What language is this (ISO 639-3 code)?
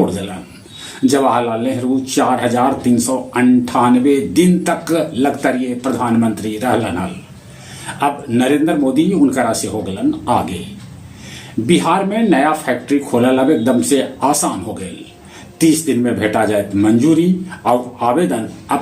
mag